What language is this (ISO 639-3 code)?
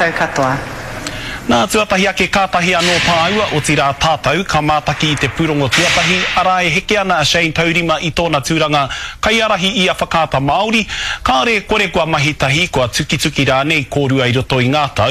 mri